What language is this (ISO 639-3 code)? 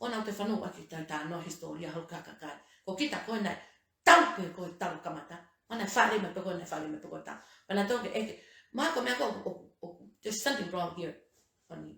ton